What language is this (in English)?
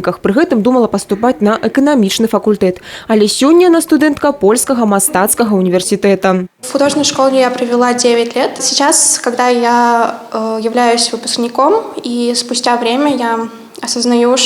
Belarusian